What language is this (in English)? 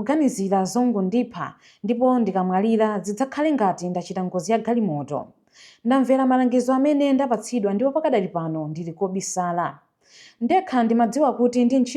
Nyanja